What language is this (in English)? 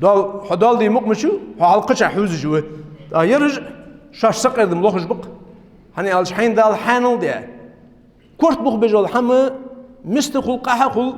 Ingush